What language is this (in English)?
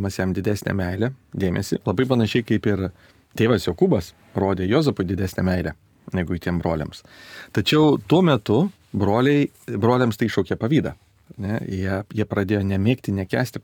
Lithuanian